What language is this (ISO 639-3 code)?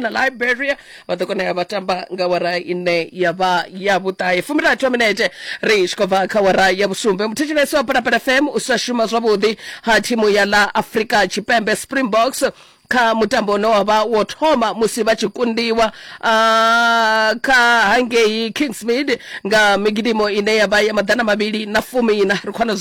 ven